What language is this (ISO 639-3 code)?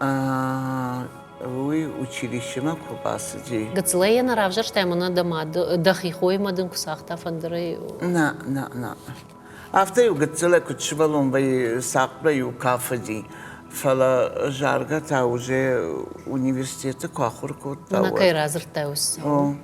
oss